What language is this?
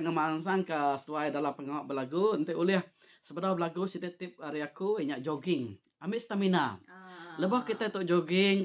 Iban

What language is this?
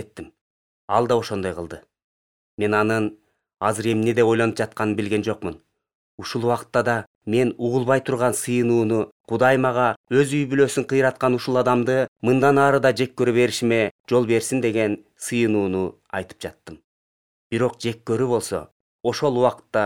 Kyrgyz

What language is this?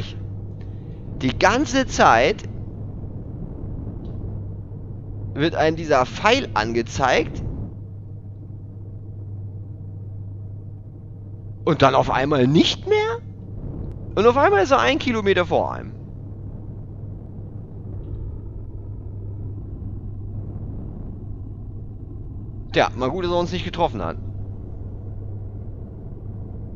German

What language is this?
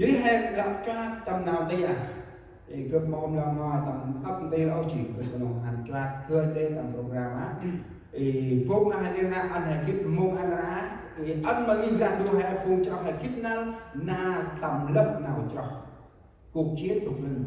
Central Mnong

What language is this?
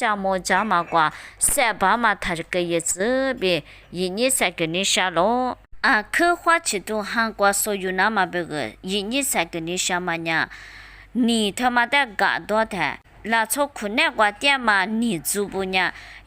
Lisu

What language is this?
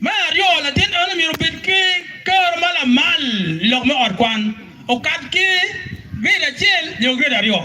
Acoli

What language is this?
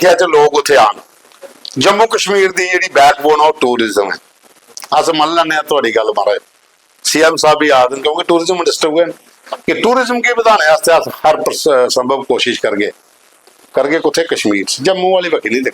Dogri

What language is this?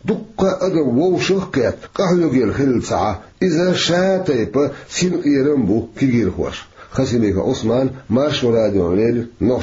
Chechen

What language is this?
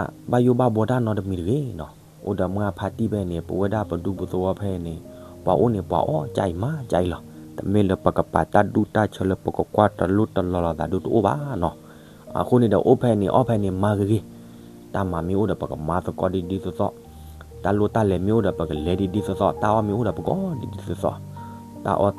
S'gaw Karen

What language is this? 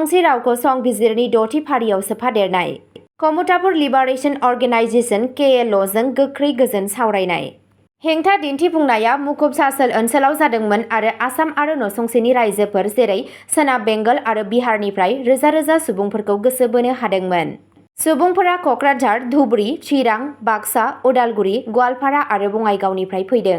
Bodo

